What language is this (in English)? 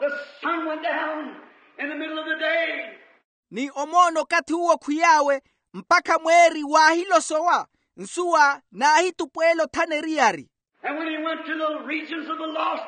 Makhuwa